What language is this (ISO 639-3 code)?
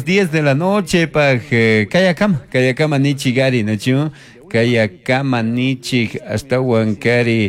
qug